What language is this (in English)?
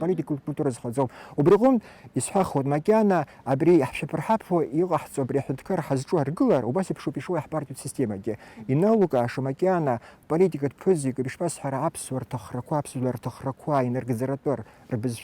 Abkhazian